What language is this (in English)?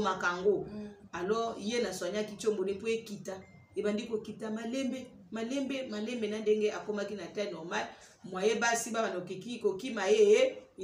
Lingala